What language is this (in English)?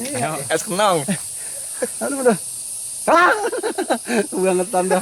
Betawi